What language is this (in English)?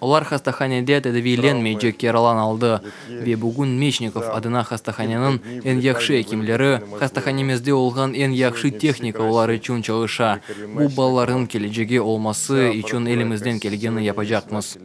Crimean Tatar